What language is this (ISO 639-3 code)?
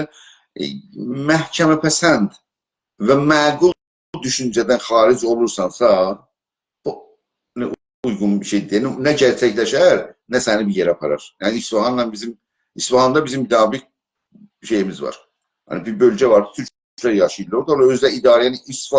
azb